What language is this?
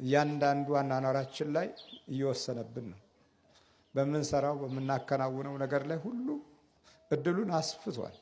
Amharic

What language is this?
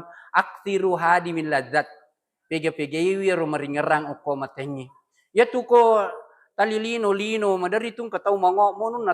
Buginese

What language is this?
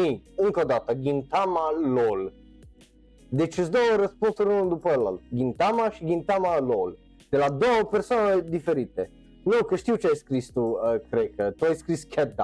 Romanian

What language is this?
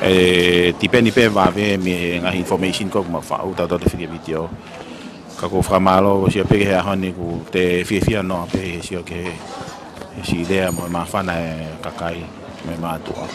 Tongan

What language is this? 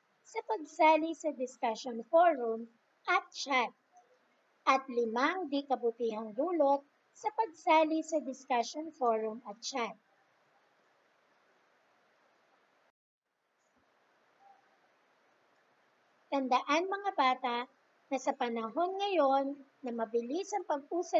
Filipino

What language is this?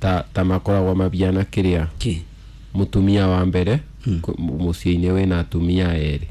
Kikuyu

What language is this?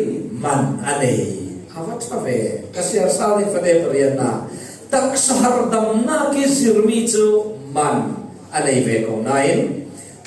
Falam Chin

